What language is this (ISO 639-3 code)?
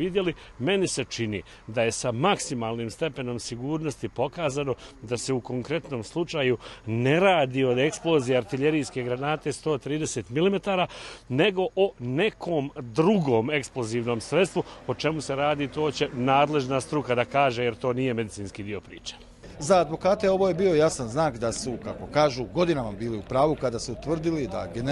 bos